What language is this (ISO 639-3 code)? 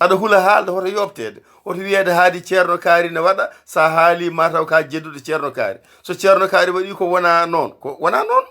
ful